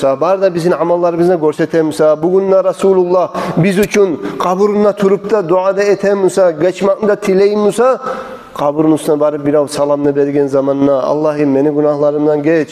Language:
Kumyk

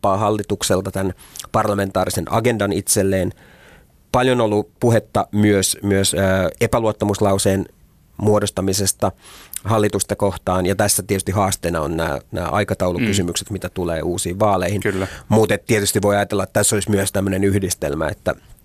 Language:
Finnish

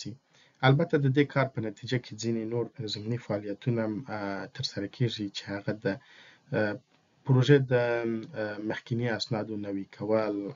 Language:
Pashto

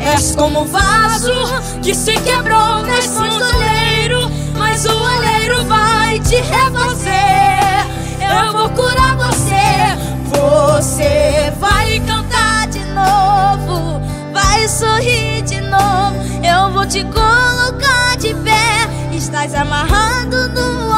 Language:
Portuguese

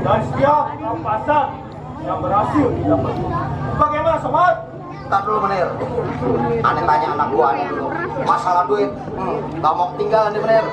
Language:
Betawi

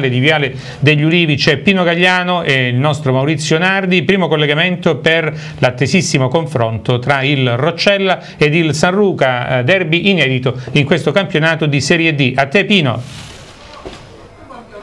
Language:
Italian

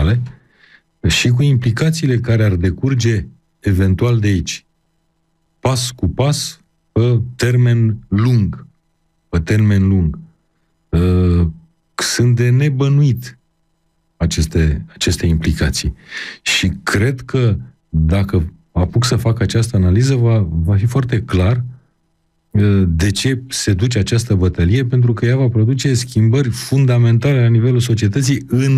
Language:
Romanian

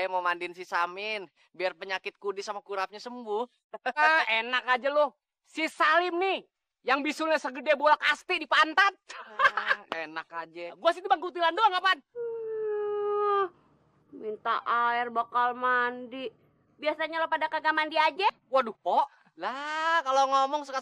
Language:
Betawi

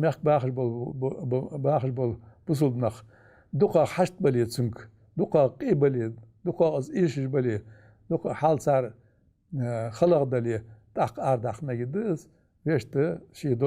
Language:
Ingush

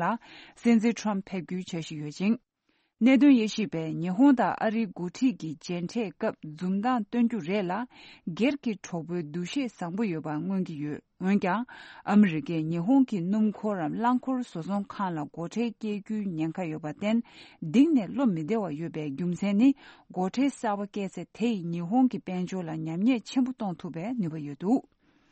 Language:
Tibetan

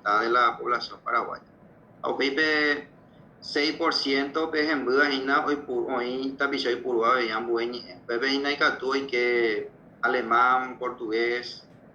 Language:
Guarani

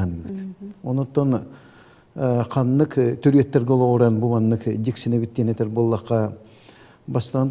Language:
Yakut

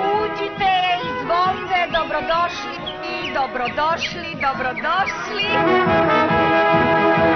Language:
Serbian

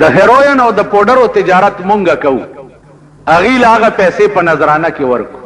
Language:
Pashto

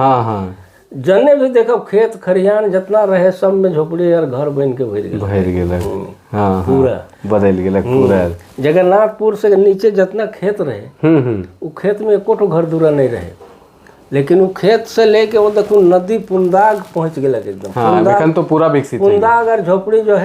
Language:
Sadri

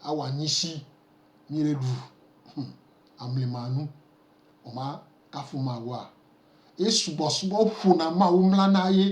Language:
Gen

